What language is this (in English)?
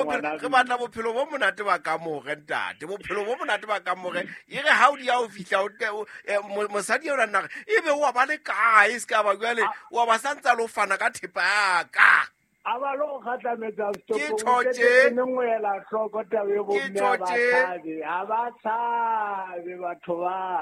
Southern Sotho